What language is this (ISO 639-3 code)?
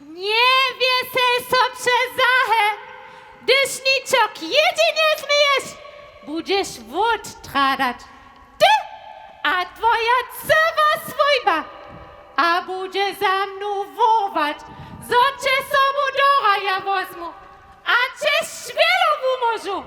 hsb